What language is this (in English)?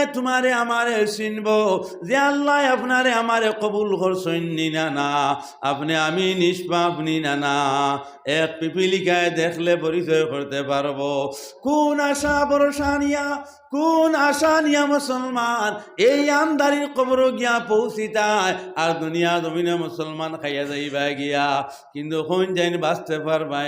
Sylheti